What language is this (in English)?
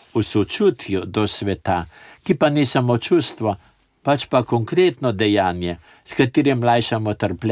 Slovenian